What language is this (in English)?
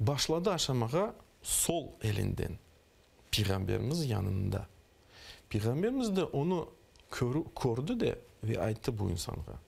Crimean Tatar